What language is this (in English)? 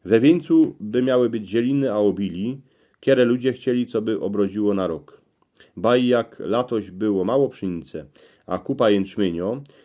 Silesian